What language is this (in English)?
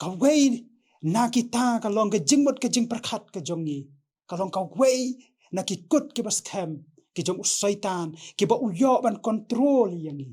Khasi